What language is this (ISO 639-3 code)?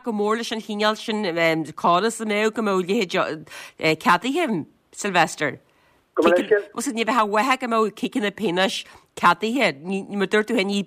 gle